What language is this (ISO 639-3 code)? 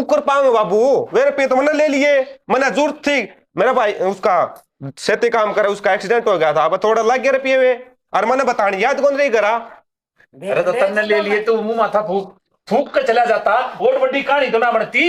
bgc